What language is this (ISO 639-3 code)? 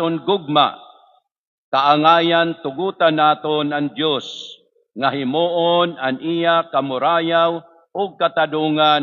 war